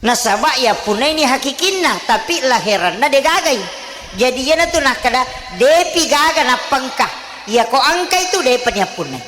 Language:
Buginese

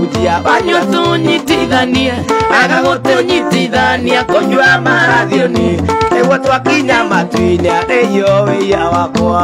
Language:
Kikuyu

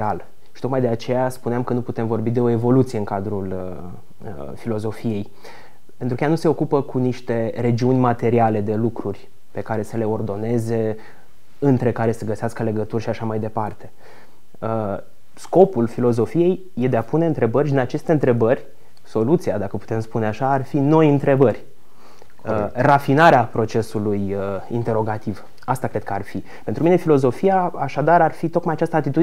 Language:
Romanian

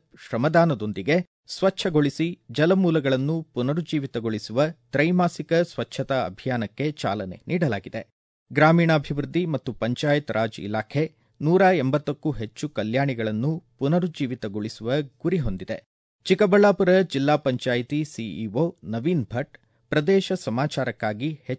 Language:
Kannada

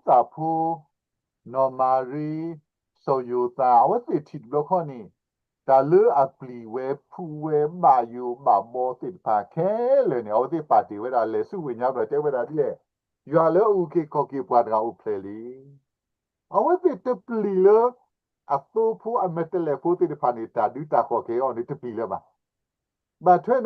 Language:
S'gaw Karen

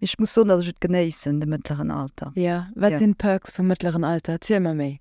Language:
Luxembourgish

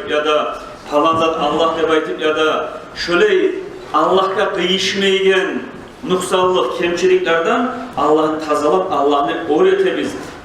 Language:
Kumyk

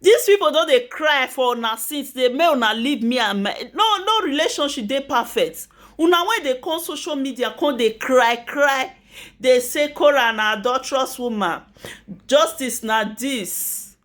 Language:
Nigerian Pidgin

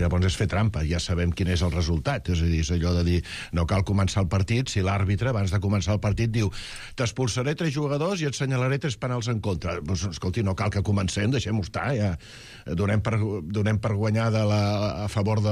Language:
Catalan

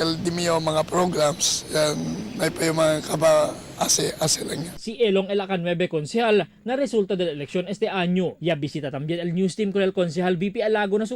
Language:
Chavacano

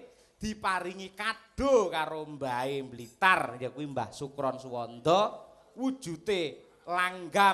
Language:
Javanese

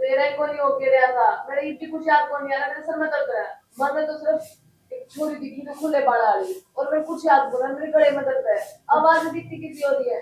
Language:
Haryanvi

